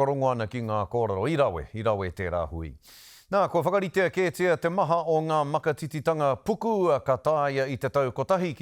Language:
Māori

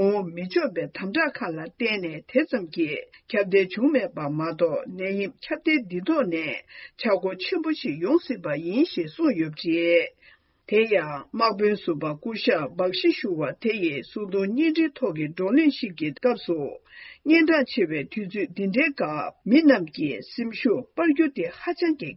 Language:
Tibetan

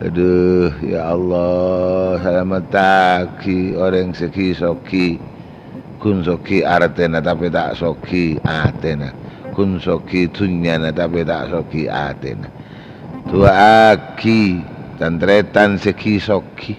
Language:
Madurese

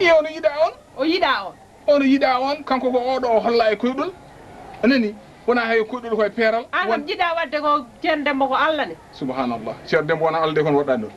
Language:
Fula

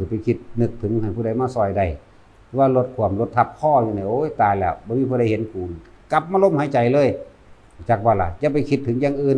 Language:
Northeastern Thai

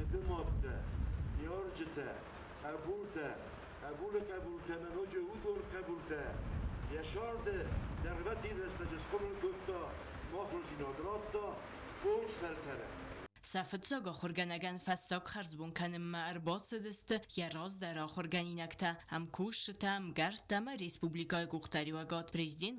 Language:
Ossetic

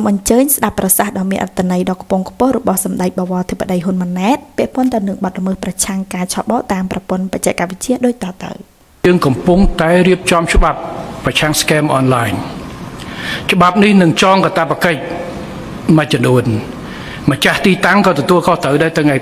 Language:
Khmer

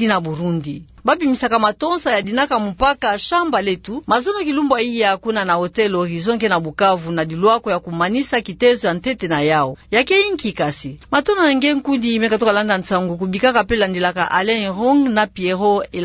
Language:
Kituba (Democratic Republic of Congo)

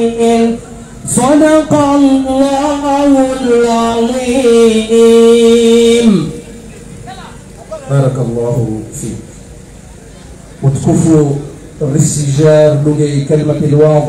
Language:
Swahili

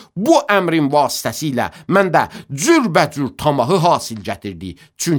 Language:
Azerbaijani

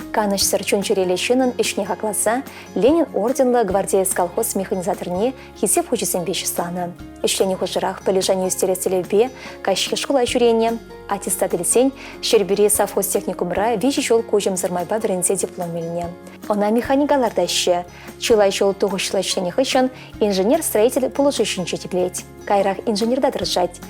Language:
Chuvash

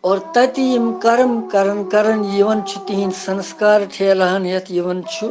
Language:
Kashmiri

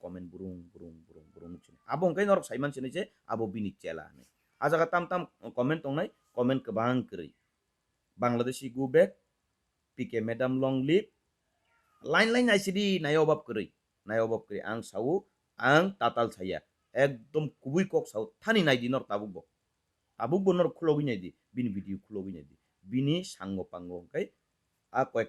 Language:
Kok Borok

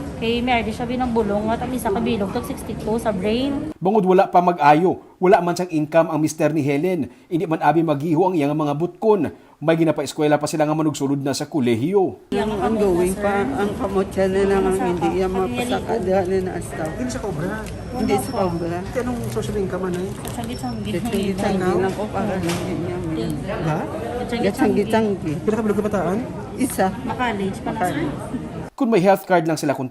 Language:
Hiligaynon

